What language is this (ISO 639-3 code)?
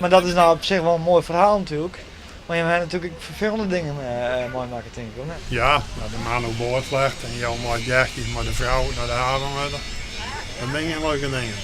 fry